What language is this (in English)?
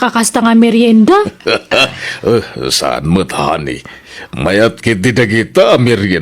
Iloko